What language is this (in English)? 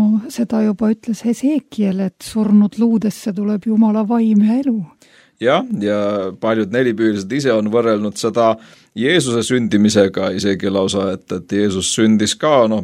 Estonian